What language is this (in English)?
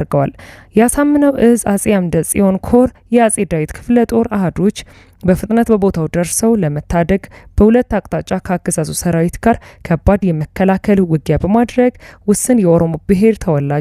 Amharic